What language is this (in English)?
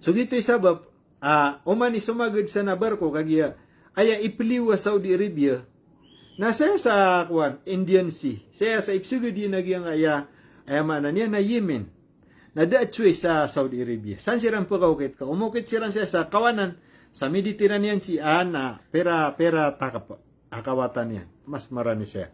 Maranao